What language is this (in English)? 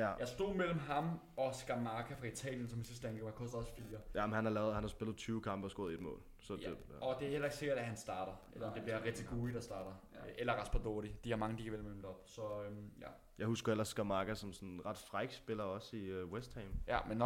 Danish